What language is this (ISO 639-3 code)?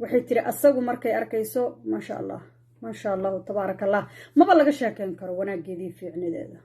som